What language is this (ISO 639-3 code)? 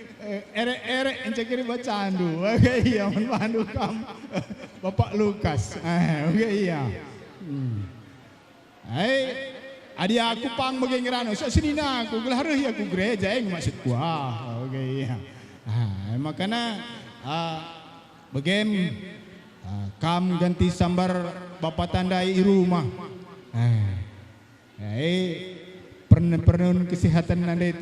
btx